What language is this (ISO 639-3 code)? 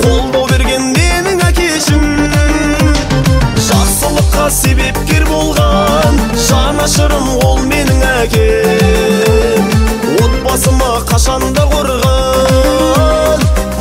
kaz